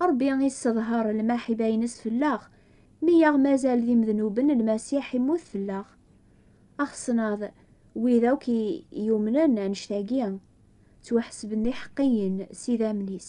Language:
Kabyle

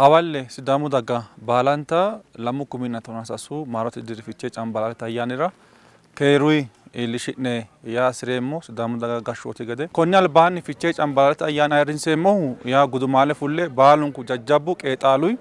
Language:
Sidamo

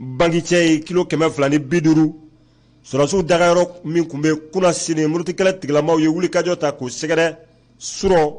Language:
Bambara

